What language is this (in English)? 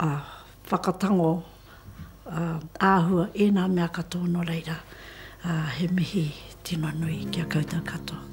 Māori